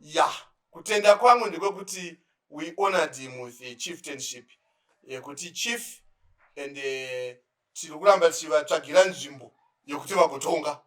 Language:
Shona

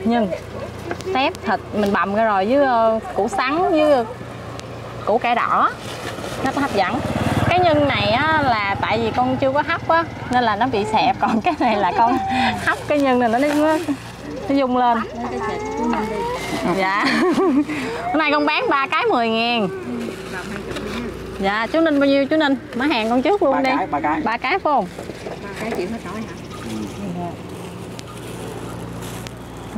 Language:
Vietnamese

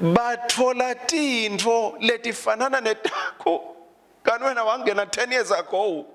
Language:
Swati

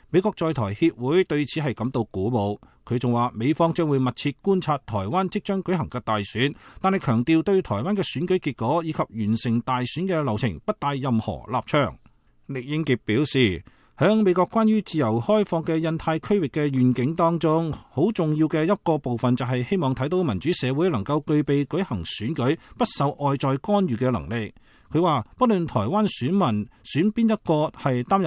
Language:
Cantonese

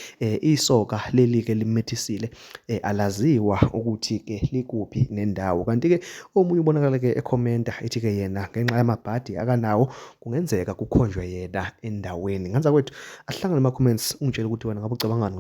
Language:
Zulu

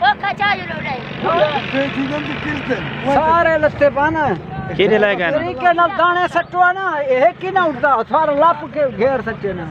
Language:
Saraiki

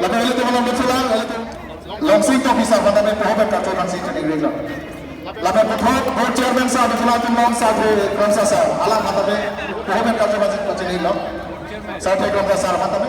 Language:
Karbi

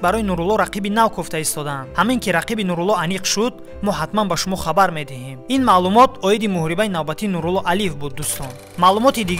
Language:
Tajik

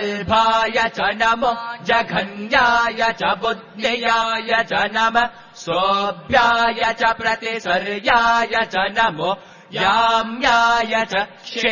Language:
Sanskrit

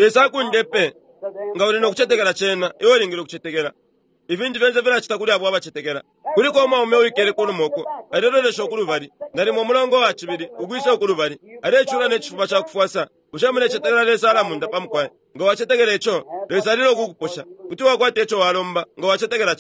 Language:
Bemba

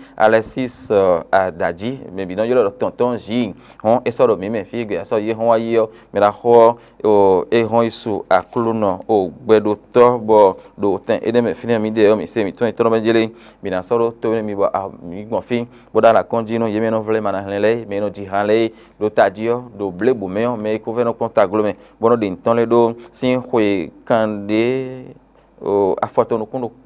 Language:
Fon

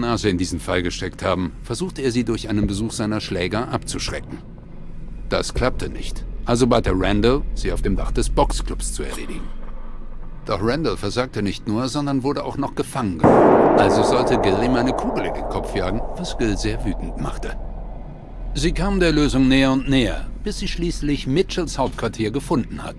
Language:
Swiss German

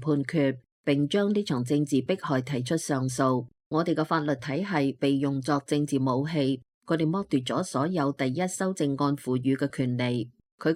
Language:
Cantonese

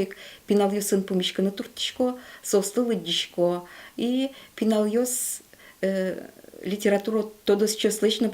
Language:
Udmurt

